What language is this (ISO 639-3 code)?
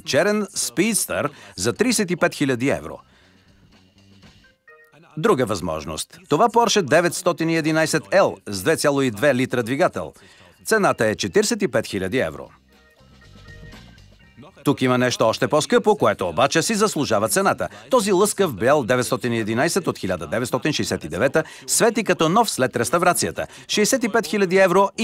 bul